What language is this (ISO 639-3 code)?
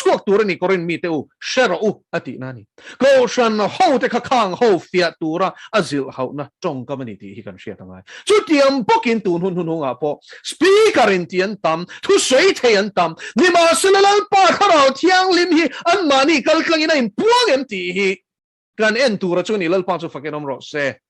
lus